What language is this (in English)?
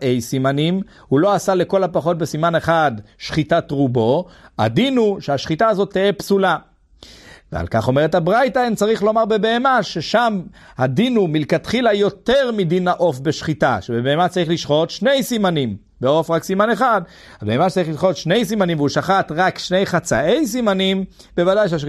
Hebrew